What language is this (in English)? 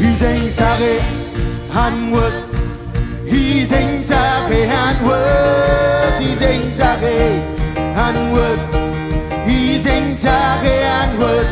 Marshallese